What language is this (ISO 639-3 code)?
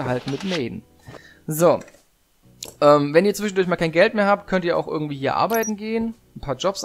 deu